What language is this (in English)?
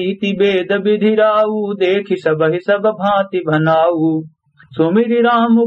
Awadhi